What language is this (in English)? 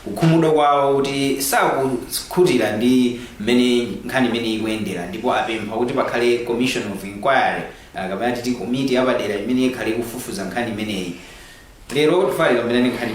Nyanja